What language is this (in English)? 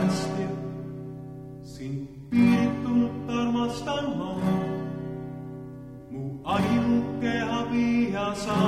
Estonian